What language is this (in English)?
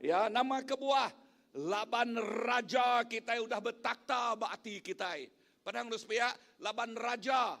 Iban